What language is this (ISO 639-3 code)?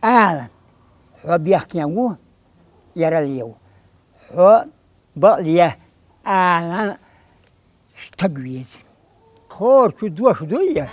che